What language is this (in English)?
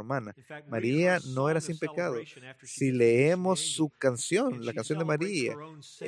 Spanish